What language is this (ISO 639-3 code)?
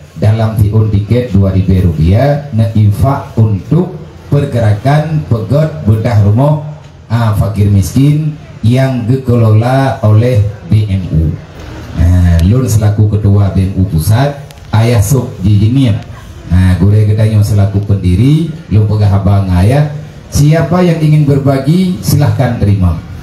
ace